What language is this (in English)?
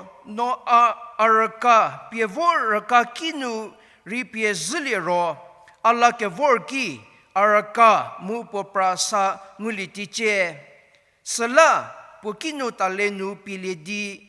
Angami Naga